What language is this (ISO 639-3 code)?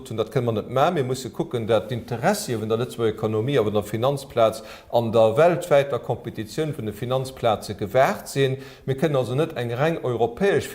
ltz